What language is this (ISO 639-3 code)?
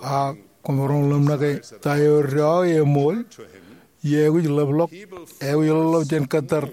mah